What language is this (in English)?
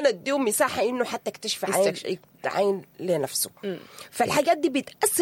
Sudanese Arabic